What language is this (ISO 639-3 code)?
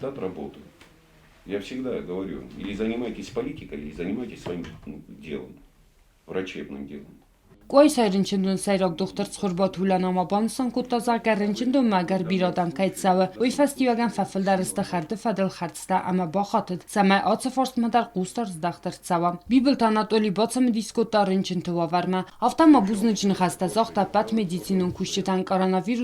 oss